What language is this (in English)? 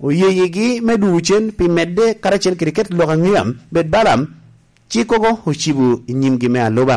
Lango (Uganda)